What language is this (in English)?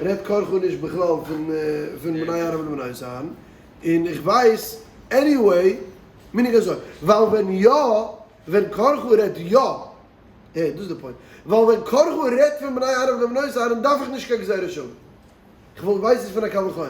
Yiddish